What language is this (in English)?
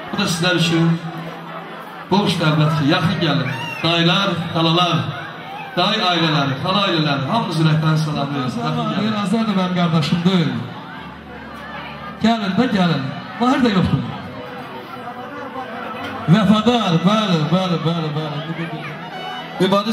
Azerbaijani